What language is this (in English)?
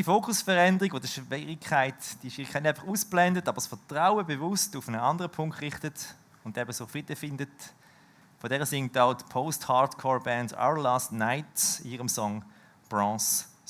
Swiss German